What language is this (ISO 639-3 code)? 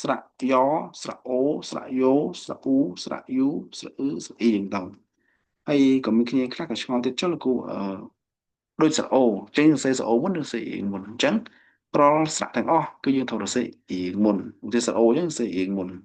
khm